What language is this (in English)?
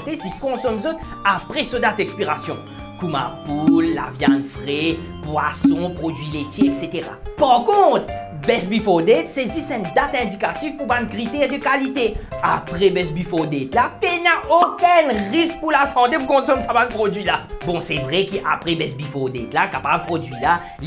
Morisyen